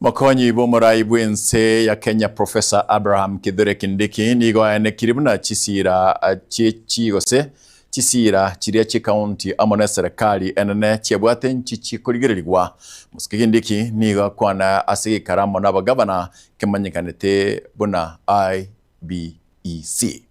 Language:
Gusii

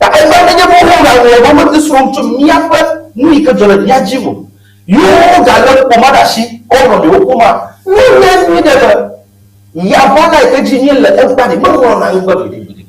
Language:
Ewe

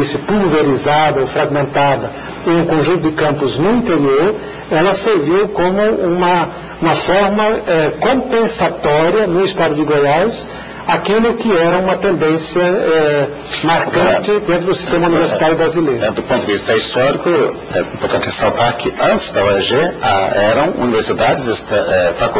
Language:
Portuguese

